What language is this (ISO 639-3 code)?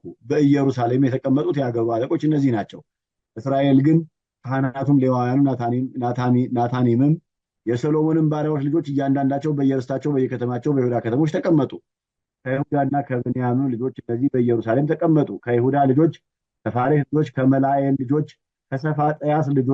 amh